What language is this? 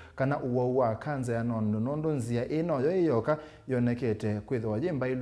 Kamba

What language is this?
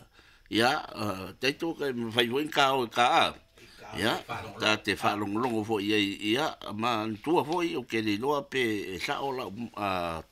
Samoan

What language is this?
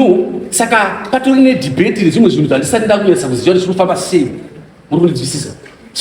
Shona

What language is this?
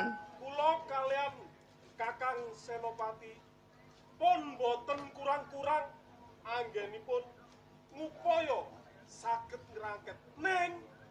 Javanese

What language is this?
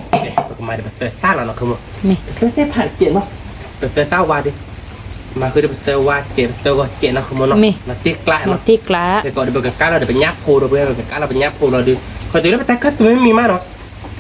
S'gaw Karen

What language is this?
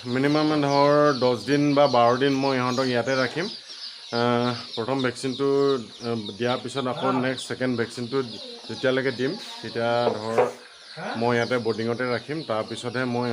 Assamese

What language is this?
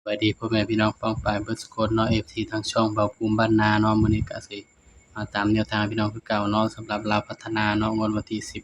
Northeastern Thai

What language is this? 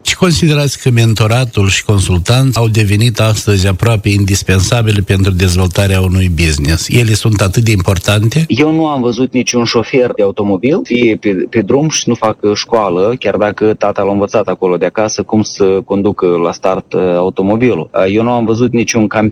Romanian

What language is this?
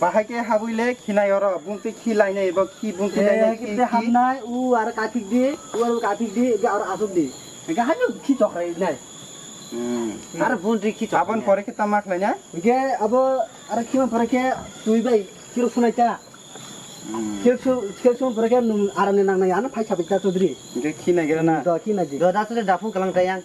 Kok Borok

